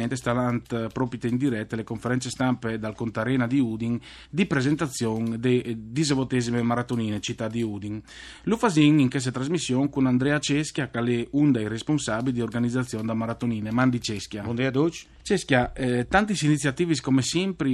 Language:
Friulian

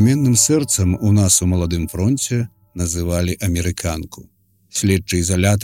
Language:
Belarusian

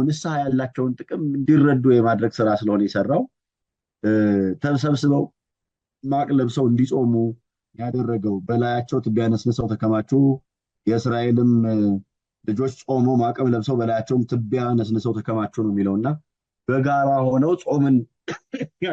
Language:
Amharic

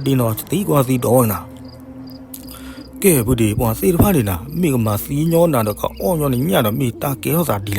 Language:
S'gaw Karen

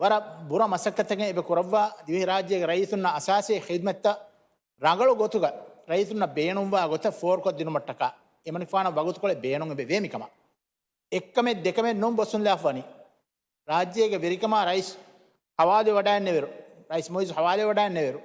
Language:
Divehi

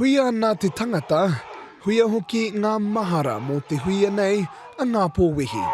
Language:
Māori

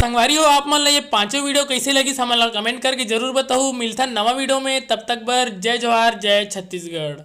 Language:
Chhattisgarhi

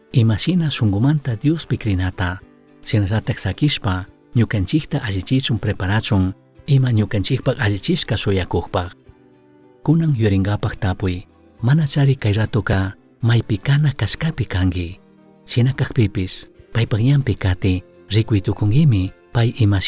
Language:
Chimborazo Highland Quichua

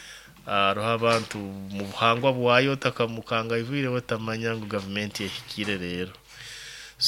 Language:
Nyoro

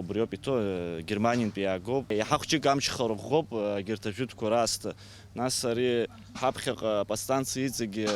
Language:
Abkhazian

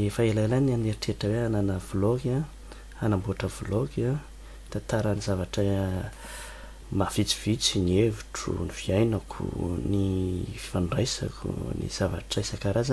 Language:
Malagasy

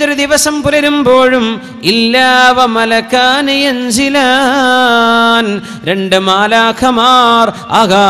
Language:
Malayalam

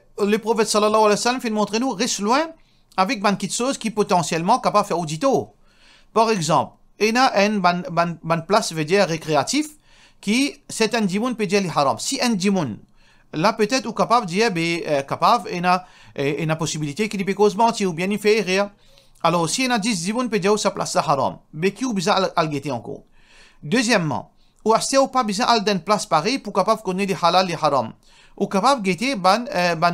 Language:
Morisyen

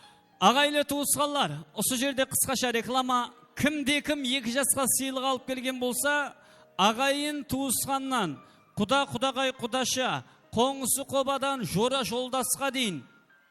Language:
Kara-Kalpak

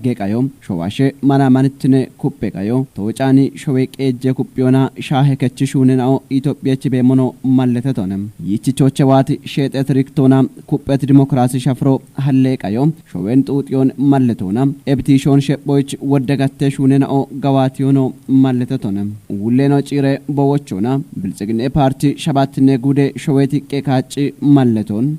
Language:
Kafa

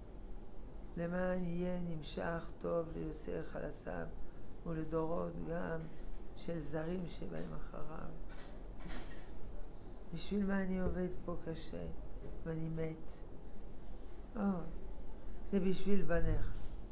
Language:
Hebrew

